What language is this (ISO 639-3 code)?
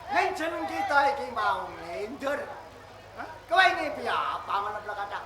jav